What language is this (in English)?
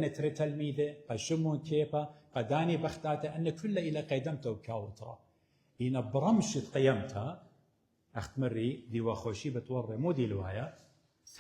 Assyrian Neo-Aramaic